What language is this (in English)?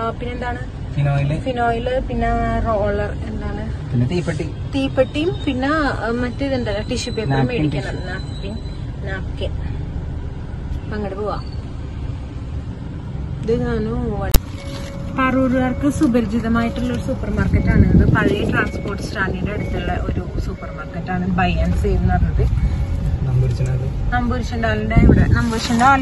Malayalam